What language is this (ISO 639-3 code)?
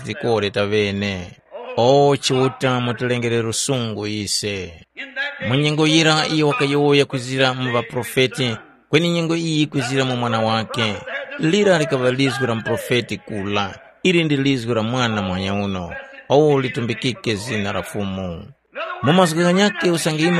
tum